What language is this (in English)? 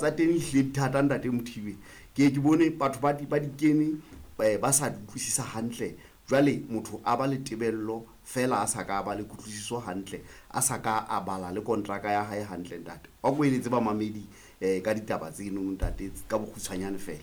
Southern Sotho